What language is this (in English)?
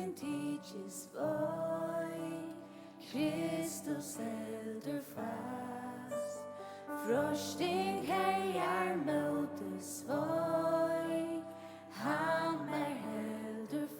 Faroese